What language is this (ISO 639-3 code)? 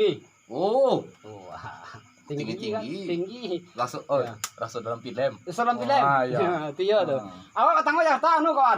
min